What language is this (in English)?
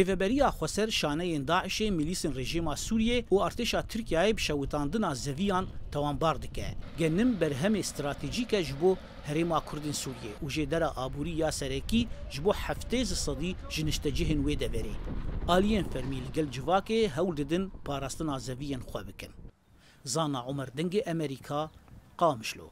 Kurdish